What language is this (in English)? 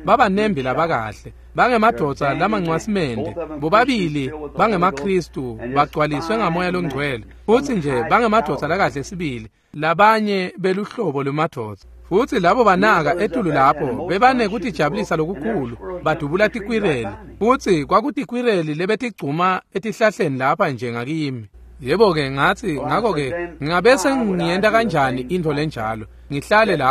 Swati